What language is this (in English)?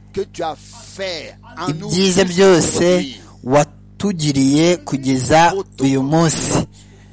Kinyarwanda